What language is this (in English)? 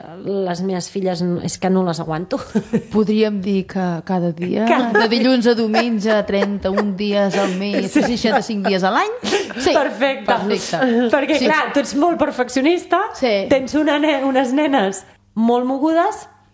Catalan